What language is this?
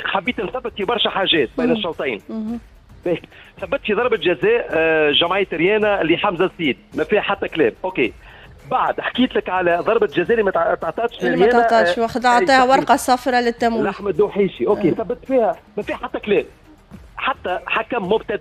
Tunisian Arabic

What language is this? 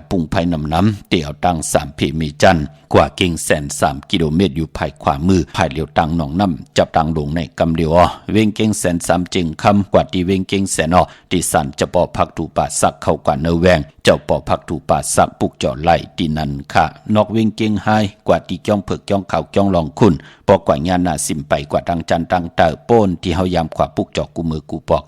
Shan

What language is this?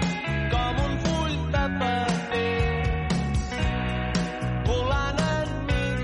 Catalan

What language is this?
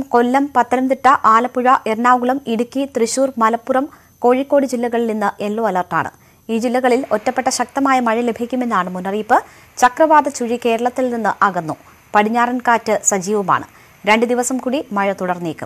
Malayalam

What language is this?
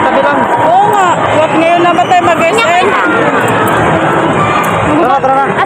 Filipino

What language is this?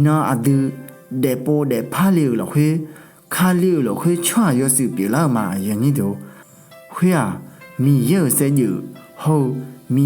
Akha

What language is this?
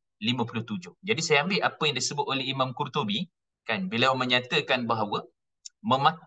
Malay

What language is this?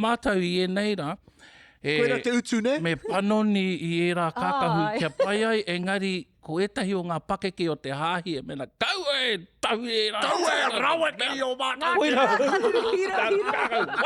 Māori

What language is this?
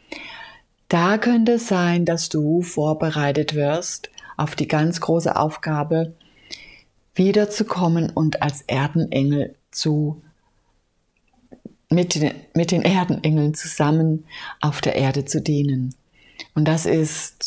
German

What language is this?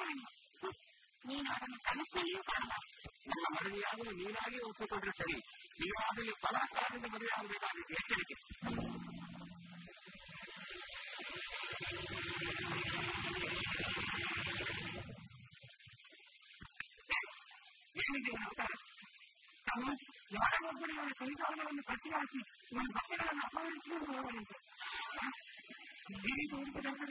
Kannada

